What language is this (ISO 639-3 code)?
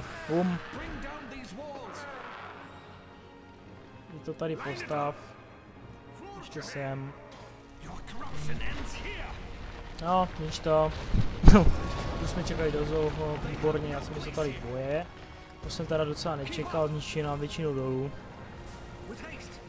ces